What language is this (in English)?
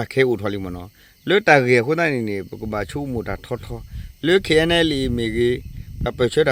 S'gaw Karen